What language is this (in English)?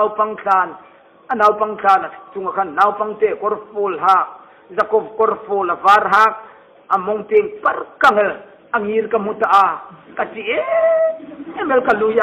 Hmar